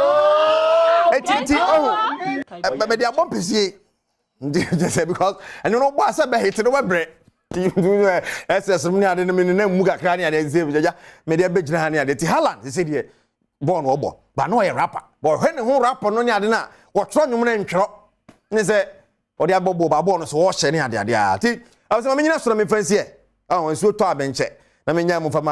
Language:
Akan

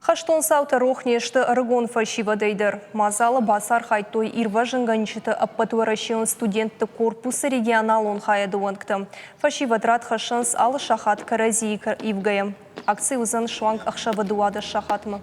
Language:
Ossetic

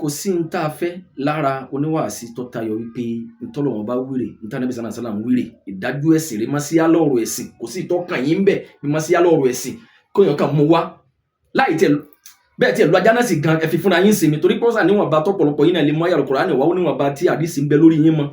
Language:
Yoruba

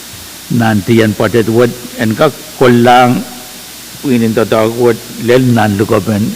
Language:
Pohnpeian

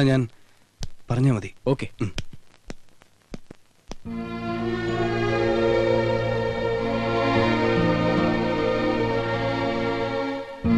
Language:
Malayalam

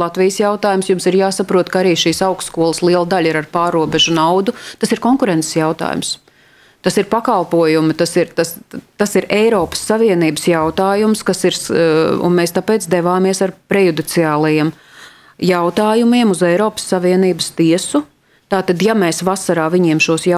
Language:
Latvian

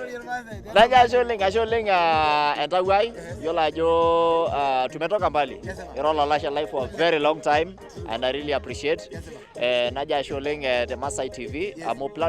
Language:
Masai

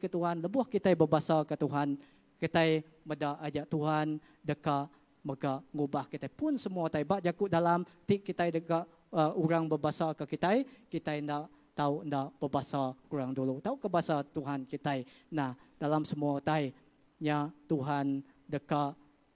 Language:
Iban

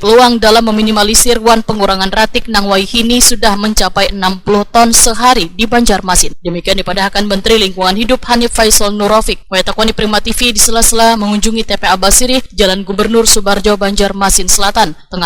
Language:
Banjar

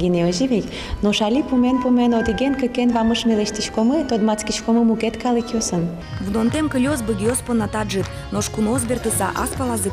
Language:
Udmurt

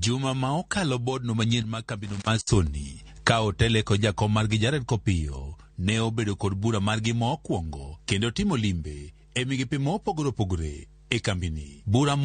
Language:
Luo (Kenya and Tanzania)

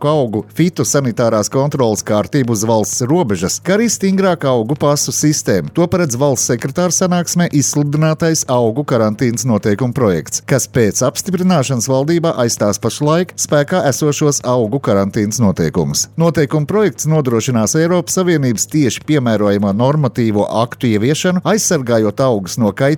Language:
Latvian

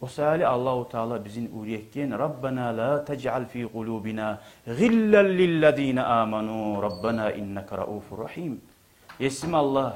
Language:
Kumyk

